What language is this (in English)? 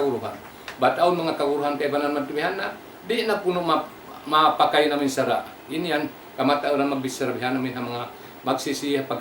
Tausug